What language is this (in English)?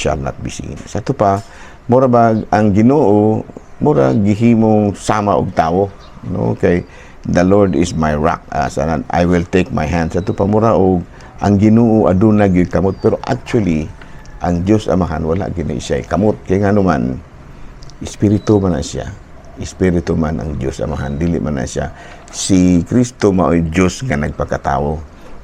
Cebuano